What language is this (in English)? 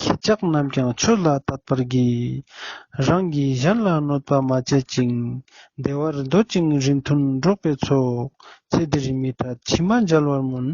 Ladakhi